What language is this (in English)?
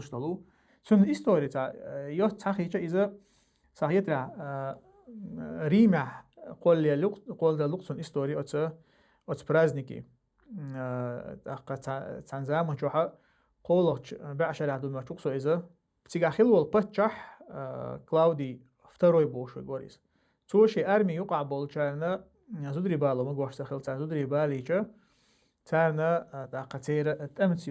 Chechen